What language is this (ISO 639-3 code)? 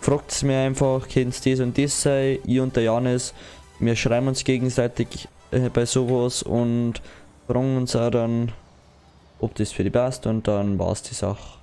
bar